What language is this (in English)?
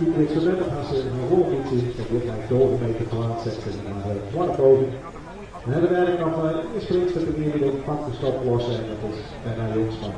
Western Frisian